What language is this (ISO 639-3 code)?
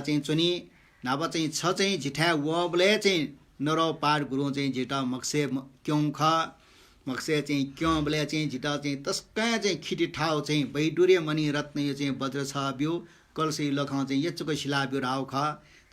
new